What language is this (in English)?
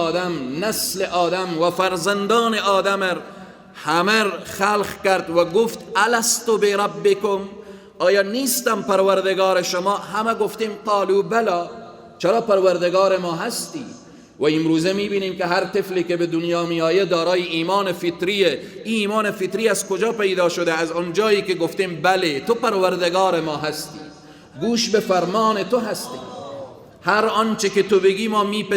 Persian